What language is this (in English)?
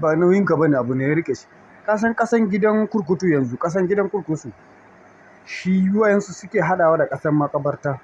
Hausa